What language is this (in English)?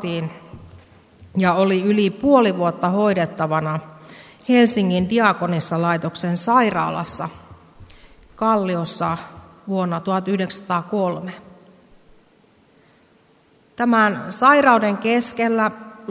Finnish